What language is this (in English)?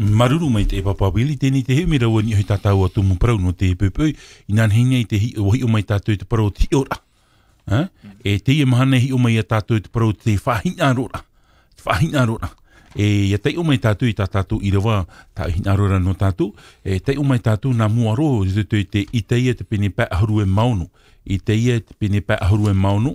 Tahitian